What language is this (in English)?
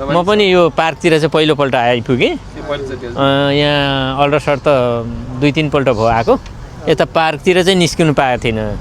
Nepali